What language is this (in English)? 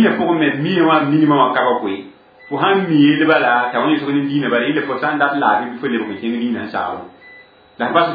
Mossi